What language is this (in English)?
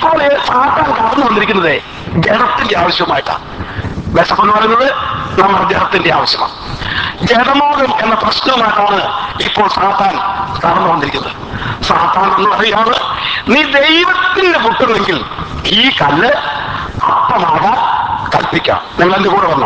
Malayalam